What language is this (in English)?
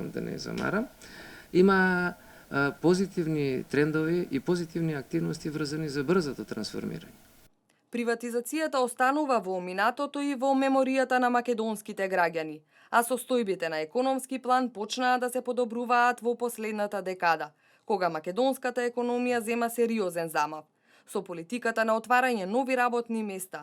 Macedonian